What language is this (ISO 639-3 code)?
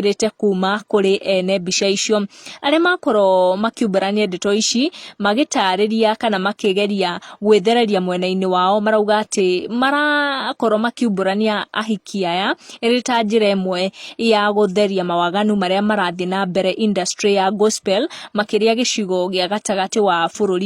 kik